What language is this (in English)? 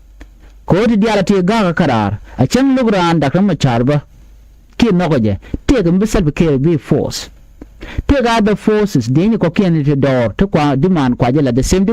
Nuer